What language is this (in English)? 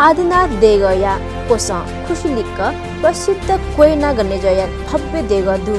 Newari